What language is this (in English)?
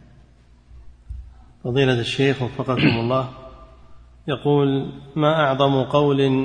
Arabic